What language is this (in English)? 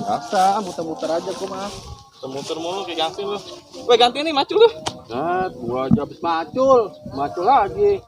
Betawi